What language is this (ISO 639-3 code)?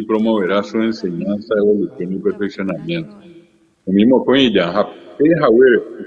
grn